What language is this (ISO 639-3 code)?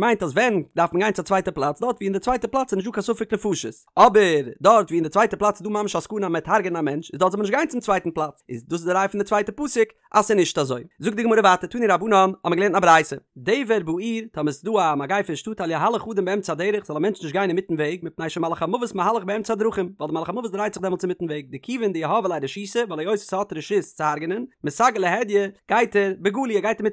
yid